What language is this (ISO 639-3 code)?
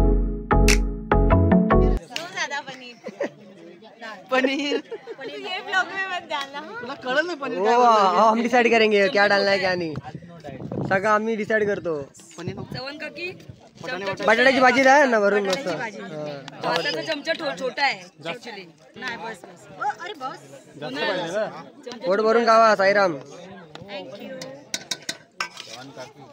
mar